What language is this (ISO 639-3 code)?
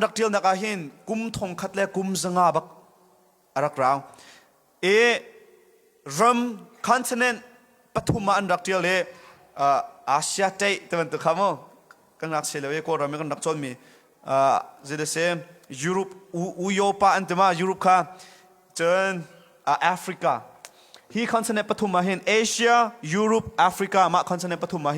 cnh